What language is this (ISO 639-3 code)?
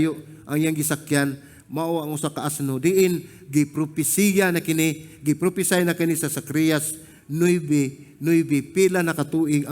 ceb